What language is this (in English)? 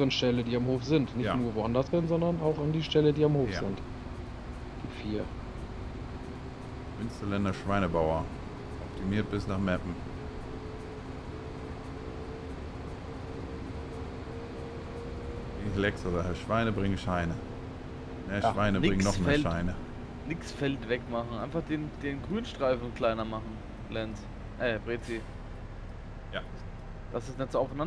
German